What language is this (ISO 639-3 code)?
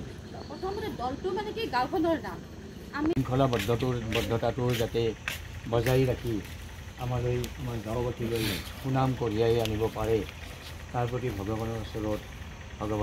asm